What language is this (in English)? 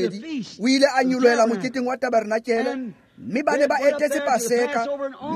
Tswana